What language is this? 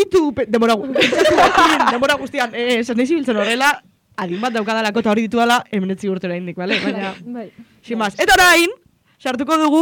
Basque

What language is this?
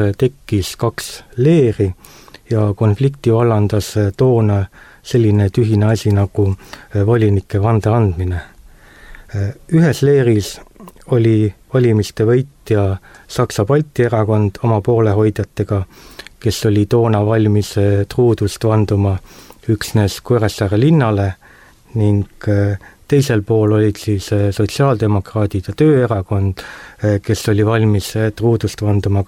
Estonian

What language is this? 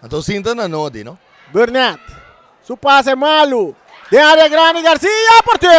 Papiamento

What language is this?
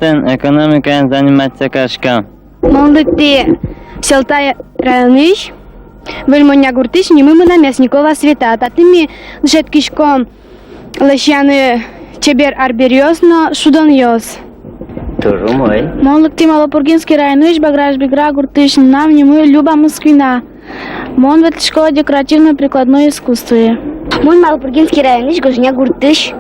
Udmurt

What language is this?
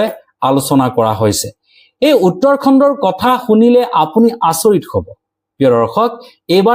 Assamese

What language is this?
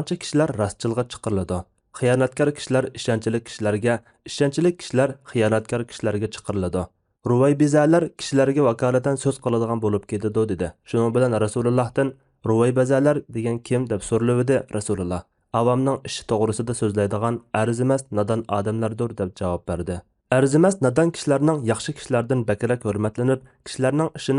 Uyghur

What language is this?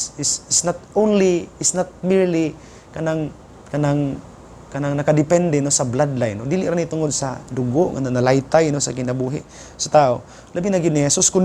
Cebuano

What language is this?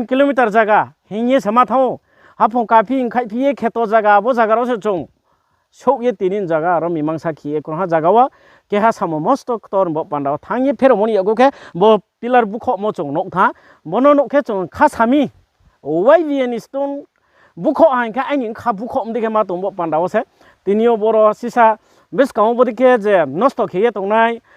Riang (India)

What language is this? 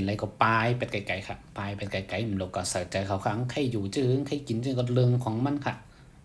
Shan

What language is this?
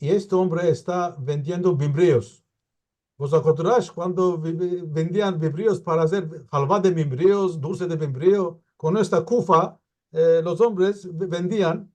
Ladino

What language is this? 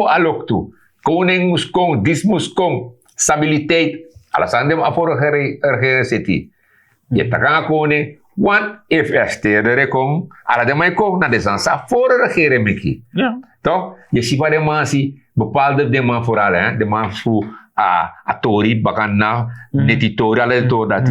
Sranan Tongo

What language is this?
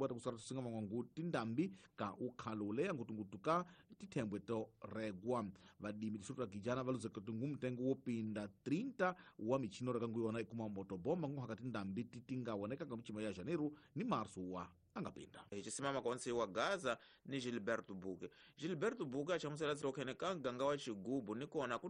Tsonga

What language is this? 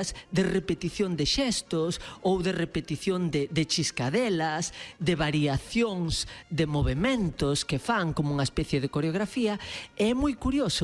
Galician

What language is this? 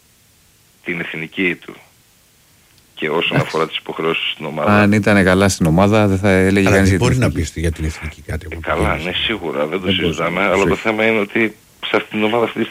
Greek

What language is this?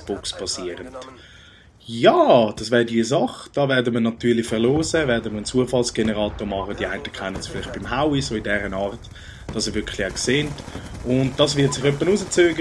Swiss German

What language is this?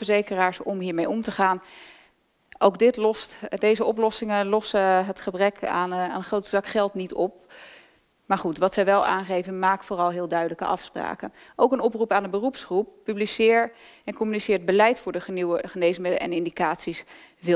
Dutch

